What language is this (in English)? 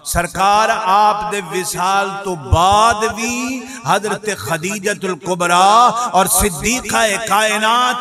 Saraiki